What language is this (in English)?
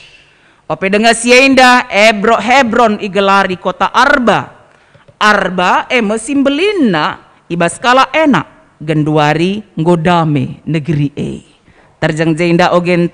Batak Karo